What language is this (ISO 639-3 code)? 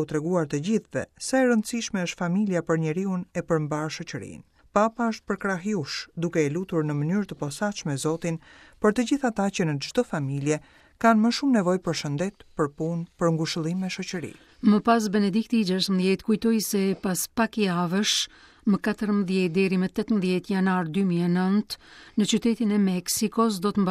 sqi